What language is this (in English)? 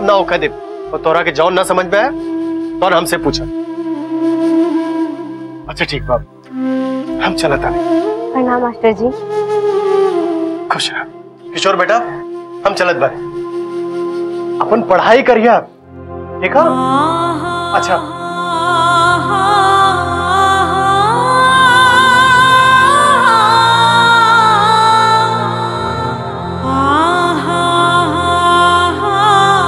Bhojpuri